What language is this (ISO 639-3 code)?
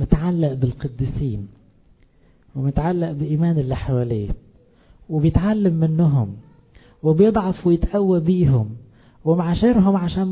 arz